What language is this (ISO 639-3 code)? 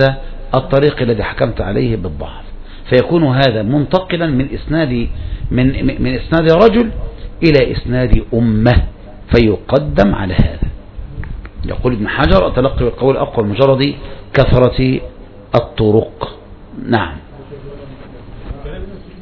ara